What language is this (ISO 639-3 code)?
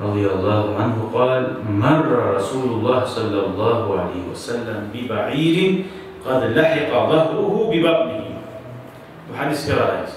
kum